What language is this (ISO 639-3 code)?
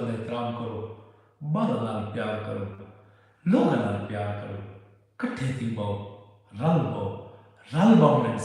skr